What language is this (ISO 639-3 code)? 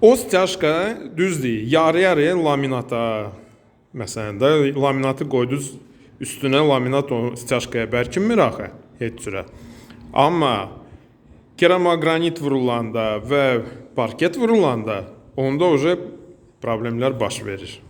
aze